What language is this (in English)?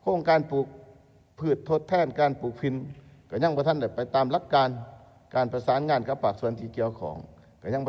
Lao